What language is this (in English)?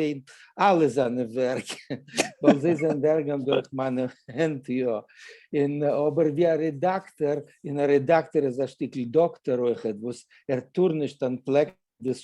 Yiddish